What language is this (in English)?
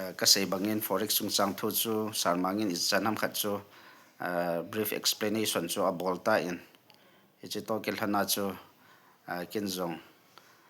Thado Chin